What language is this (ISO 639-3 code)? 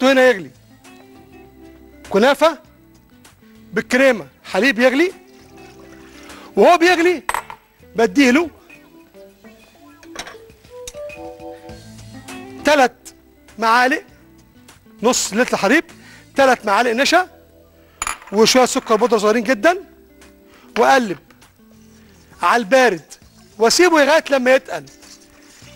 arz